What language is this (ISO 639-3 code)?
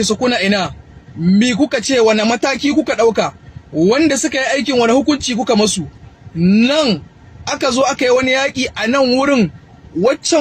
hau